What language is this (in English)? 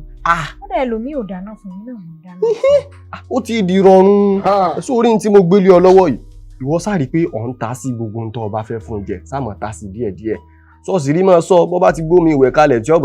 Yoruba